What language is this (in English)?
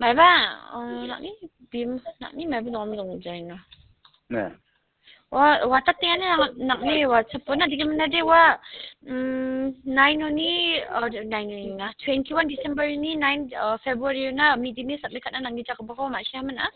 Garo